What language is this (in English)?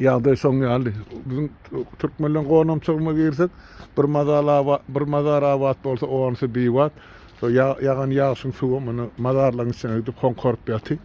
Turkmen